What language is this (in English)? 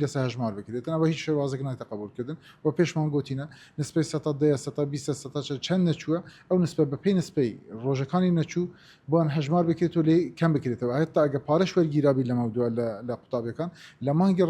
Central Kurdish